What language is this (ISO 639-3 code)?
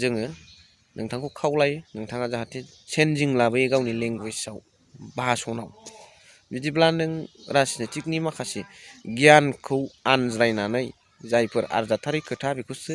brx